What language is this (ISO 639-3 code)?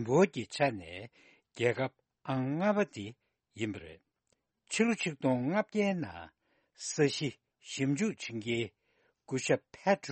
bod